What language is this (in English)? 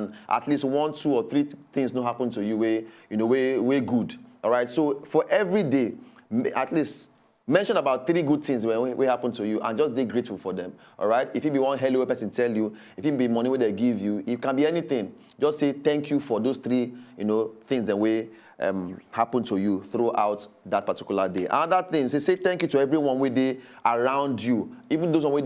Nigerian Pidgin